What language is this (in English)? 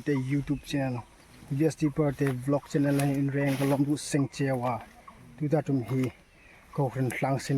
Hmar